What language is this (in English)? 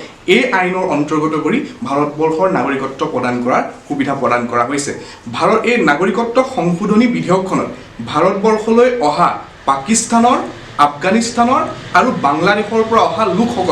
Assamese